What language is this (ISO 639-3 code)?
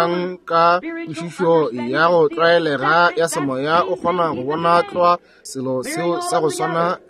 nso